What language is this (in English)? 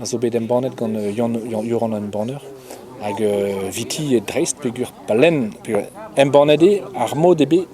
Breton